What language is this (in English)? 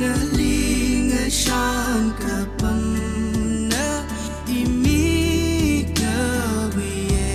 Tangkhul Naga (India)